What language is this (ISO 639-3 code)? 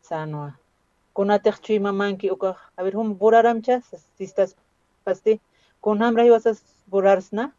aym